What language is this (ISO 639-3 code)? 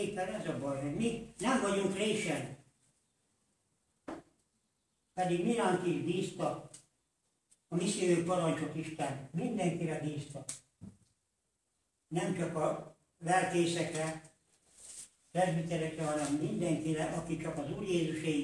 hun